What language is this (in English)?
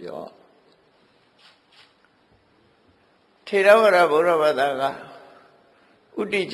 Burmese